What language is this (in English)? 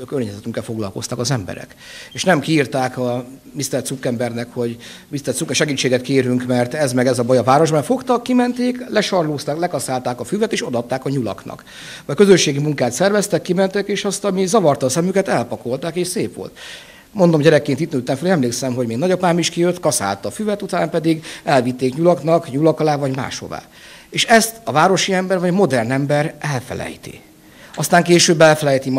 Hungarian